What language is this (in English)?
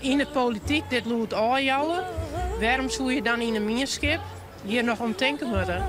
Western Frisian